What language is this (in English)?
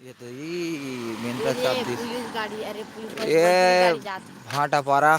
Chhattisgarhi